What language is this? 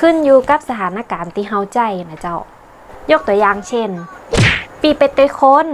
Northern Thai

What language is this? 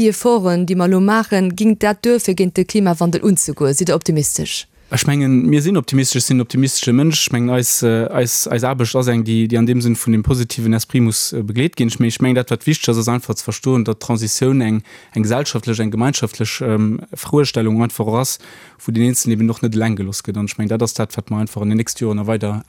Luxembourgish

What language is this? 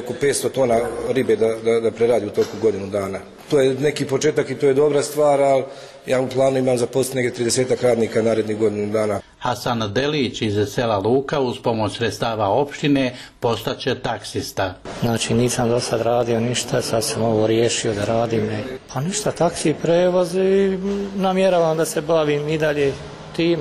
Croatian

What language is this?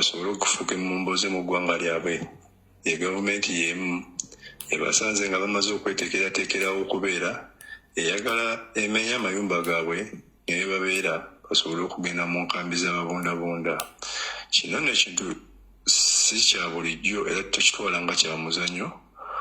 Ganda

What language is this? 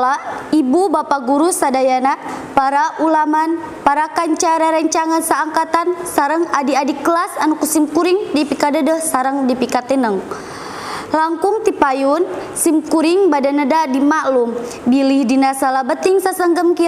Sundanese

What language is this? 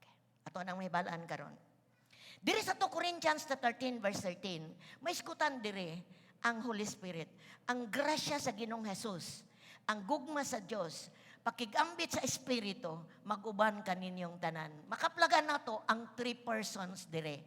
Cebuano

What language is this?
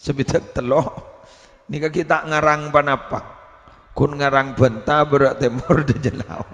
Madurese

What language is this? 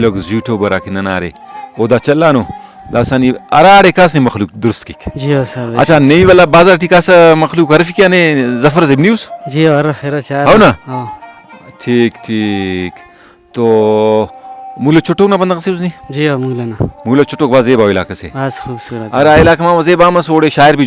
Brahui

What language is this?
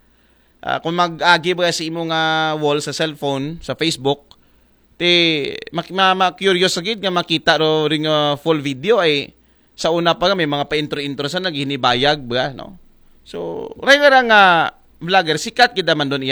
Aklanon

